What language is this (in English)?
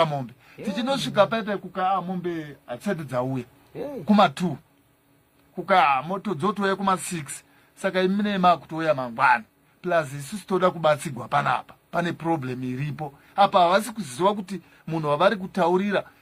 Shona